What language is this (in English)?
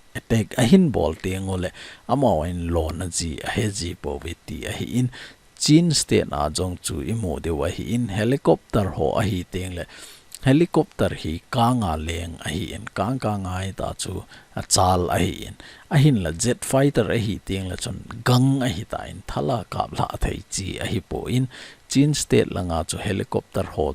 Thado Chin